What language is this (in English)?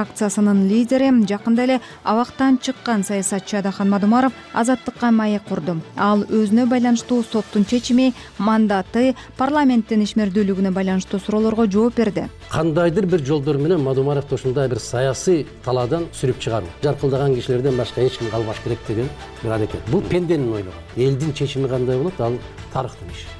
Kyrgyz